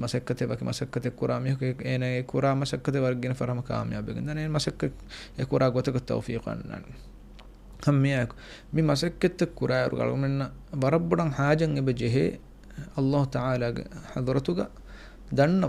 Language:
Divehi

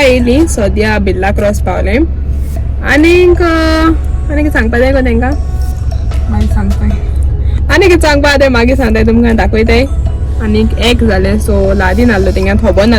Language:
Konkani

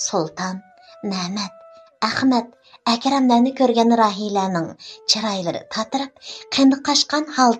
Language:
Uyghur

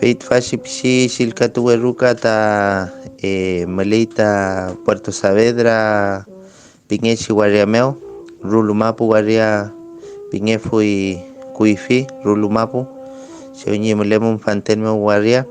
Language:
Mapuche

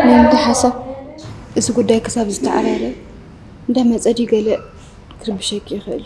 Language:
Tigrinya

